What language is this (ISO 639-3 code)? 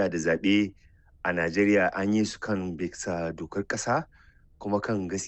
hau